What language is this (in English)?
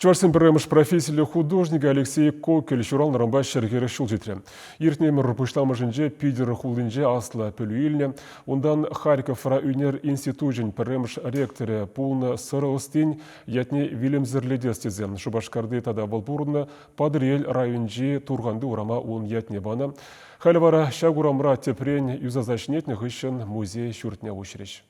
Chuvash